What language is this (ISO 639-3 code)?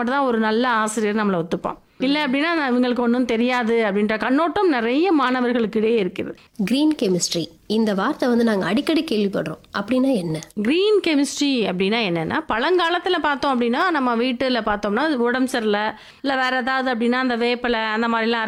tam